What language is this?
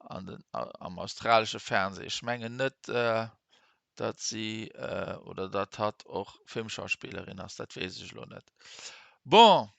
Luxembourgish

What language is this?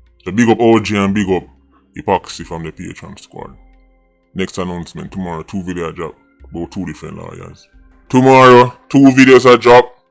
Jamaican Creole English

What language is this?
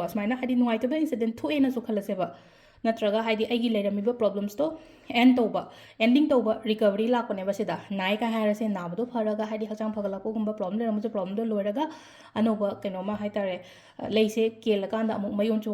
Manipuri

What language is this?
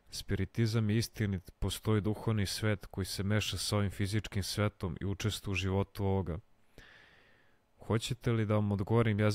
Serbian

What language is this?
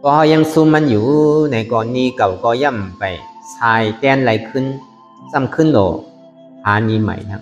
Shan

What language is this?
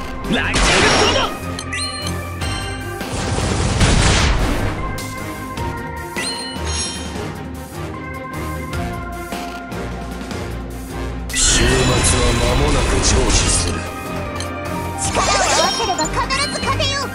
Japanese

